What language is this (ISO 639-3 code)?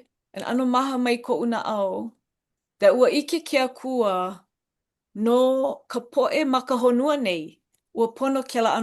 haw